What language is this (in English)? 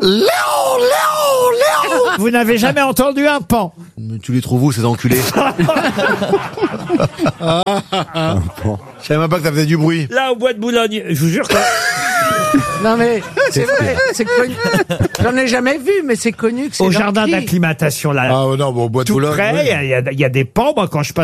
French